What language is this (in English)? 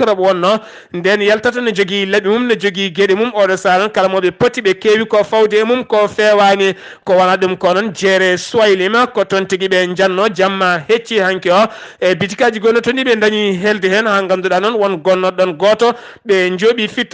Fula